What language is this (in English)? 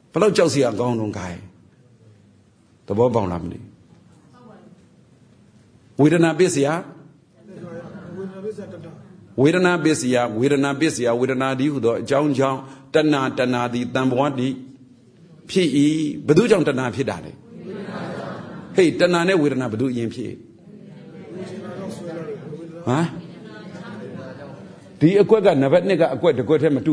Burmese